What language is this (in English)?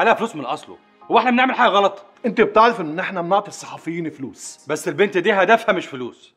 Egyptian Arabic